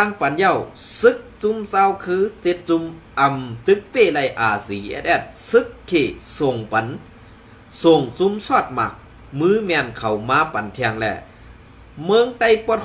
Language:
Shan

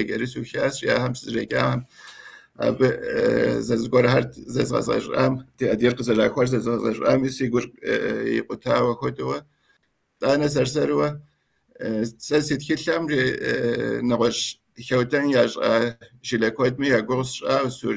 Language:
Kabardian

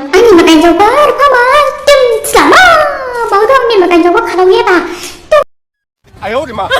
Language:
Dimasa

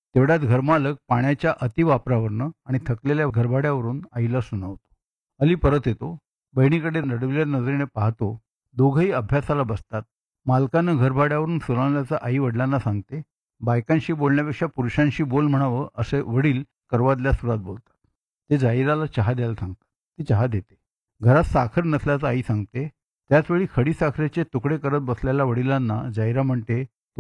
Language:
Marathi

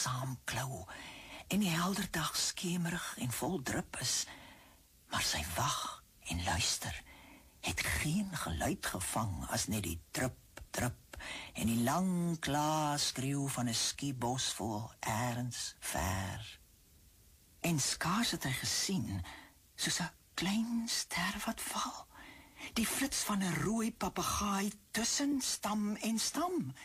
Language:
Afrikaans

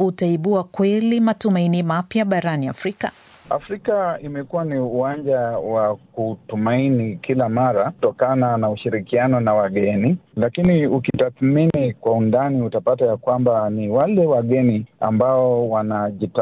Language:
Swahili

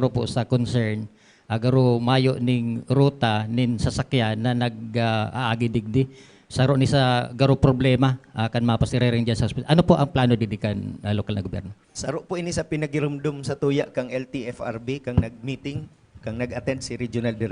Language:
Bikol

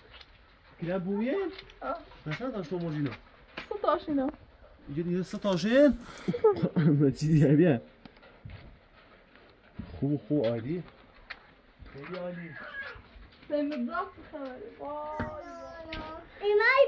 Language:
Persian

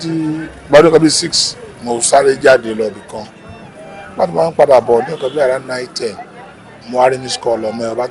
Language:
Yoruba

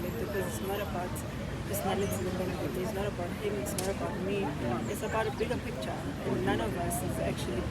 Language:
Zulu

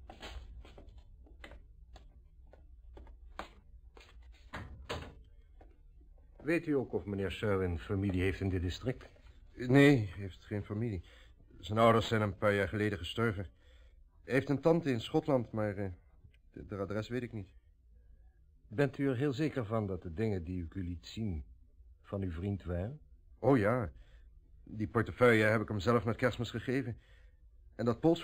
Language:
Dutch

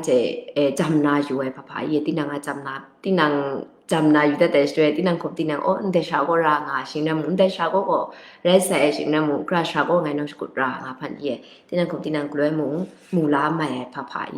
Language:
Kachin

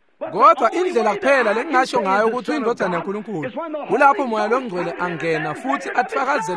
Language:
Swati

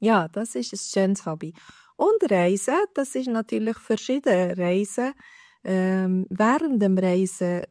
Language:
Swiss German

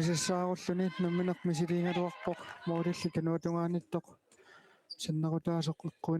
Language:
Kalaallisut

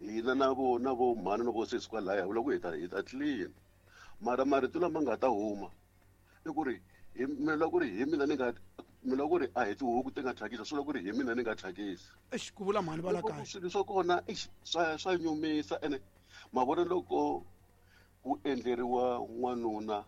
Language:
Tsonga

